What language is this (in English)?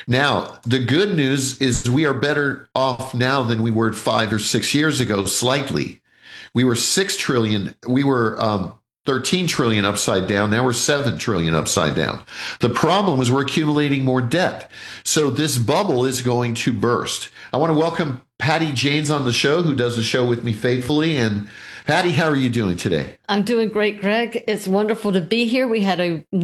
English